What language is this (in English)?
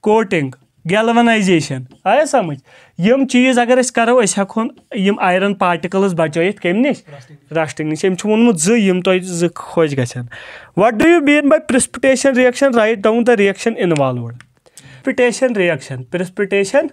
Kashmiri